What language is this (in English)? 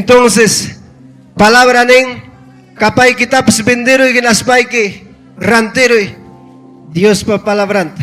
Ayacucho Quechua